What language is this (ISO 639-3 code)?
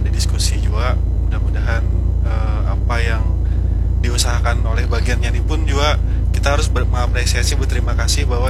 ind